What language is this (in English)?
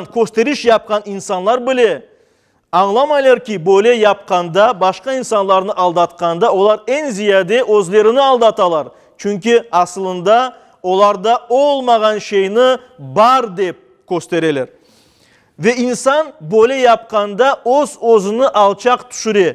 Crimean Tatar